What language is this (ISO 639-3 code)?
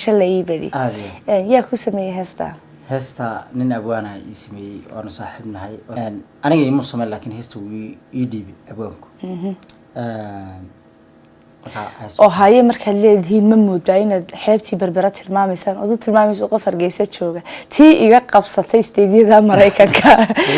som